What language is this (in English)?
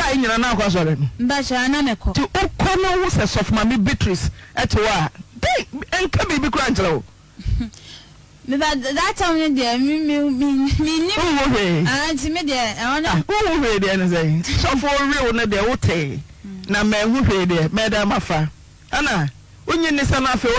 Akan